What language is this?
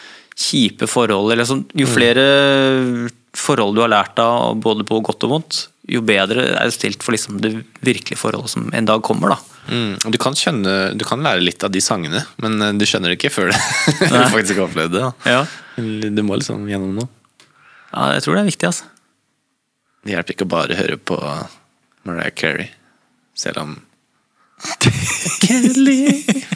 Norwegian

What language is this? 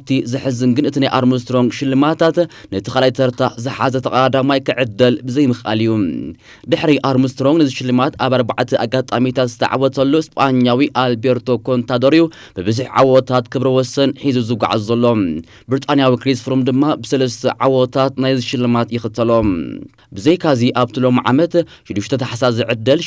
Tigrinya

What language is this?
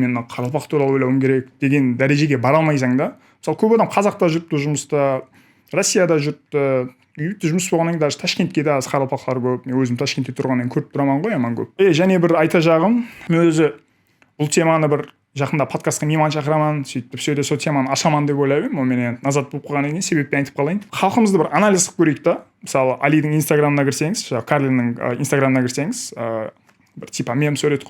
Kara-Kalpak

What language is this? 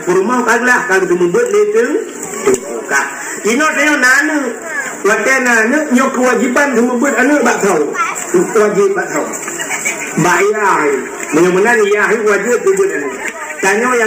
Achinese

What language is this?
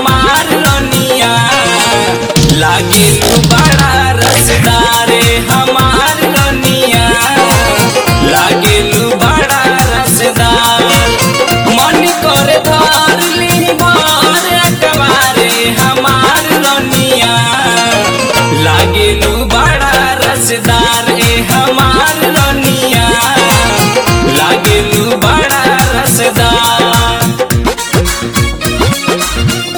Bhojpuri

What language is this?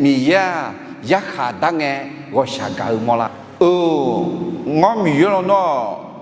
Akha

